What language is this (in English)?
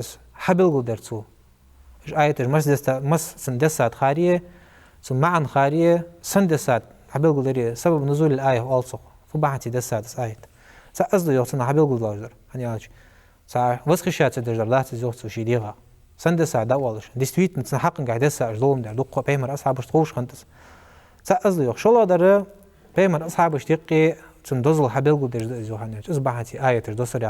Ingush